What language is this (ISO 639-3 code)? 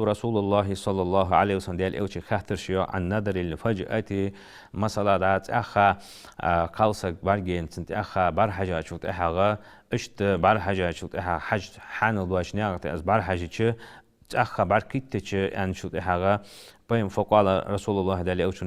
inh